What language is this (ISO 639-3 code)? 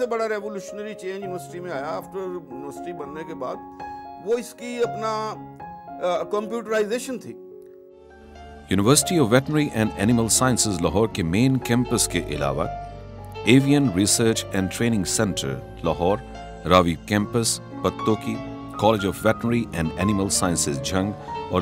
urd